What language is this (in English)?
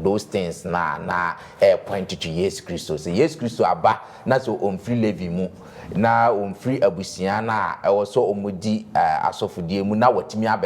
Akan